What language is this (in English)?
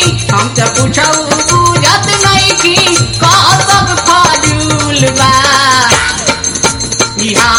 Bhojpuri